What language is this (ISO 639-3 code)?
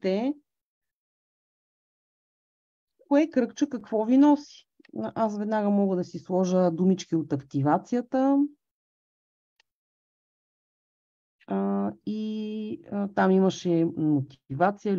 bul